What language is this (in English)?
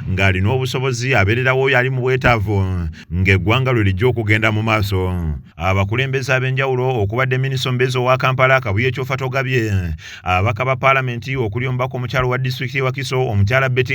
Ganda